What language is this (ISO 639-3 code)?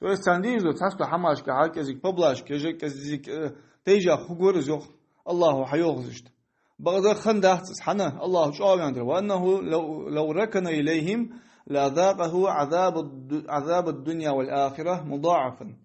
inh